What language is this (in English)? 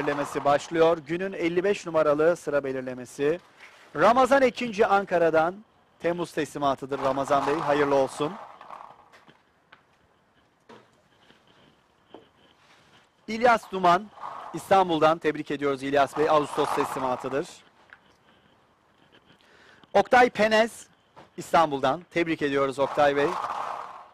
Turkish